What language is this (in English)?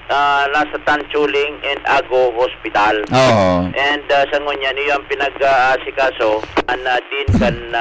Bikol